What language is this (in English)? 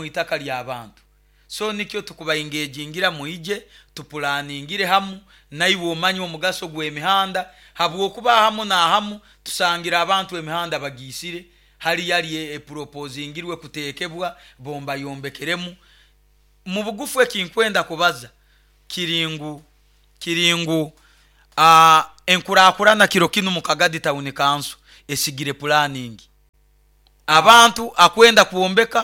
Nyoro